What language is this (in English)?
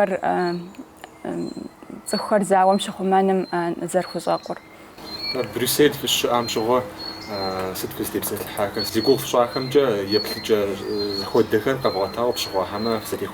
Kabardian